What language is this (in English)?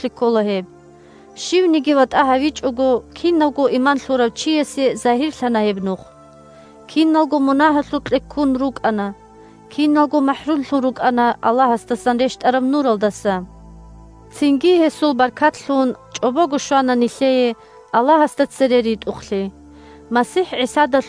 Avaric